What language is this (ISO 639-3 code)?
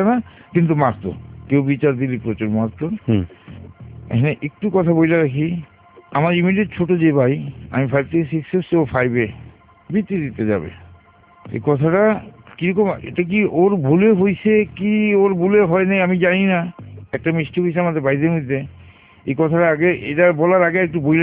ben